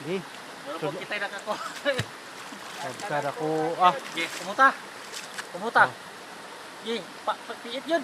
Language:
Cebuano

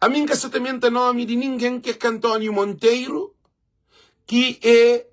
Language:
Kabuverdianu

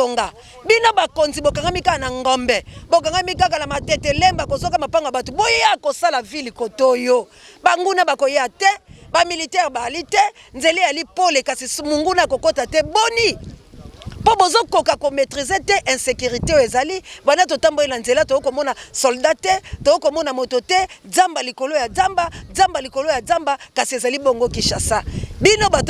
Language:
Lingala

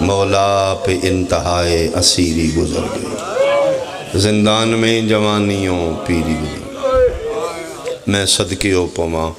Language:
Pahari-Potwari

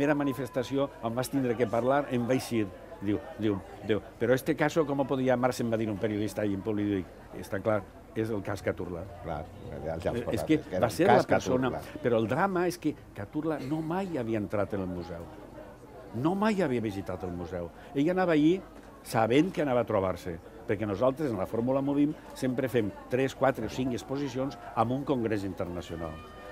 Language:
Catalan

